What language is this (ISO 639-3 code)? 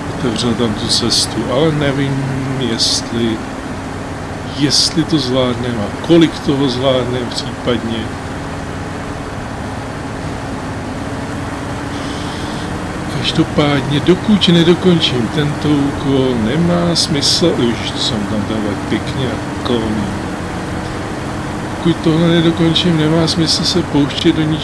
ces